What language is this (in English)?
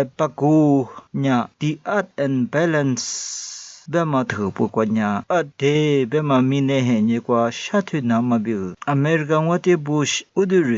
Lisu